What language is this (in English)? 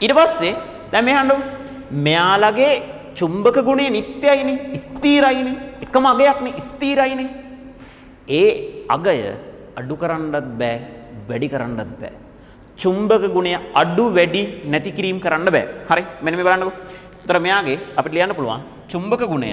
Sinhala